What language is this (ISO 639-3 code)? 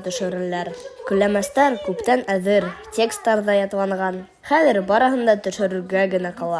bak